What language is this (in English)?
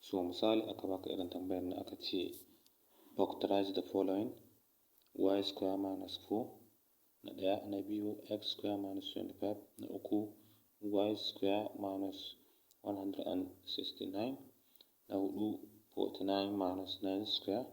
Hausa